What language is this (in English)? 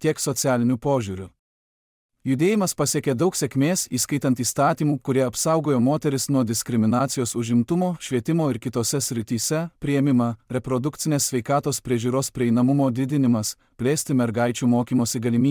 Lithuanian